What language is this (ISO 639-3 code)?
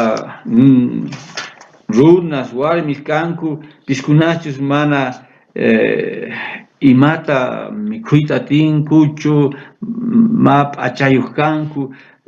quh